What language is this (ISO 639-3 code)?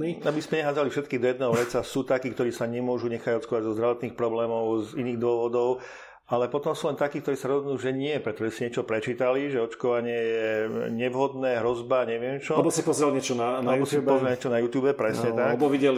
slk